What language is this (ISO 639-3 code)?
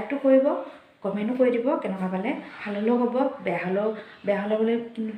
asm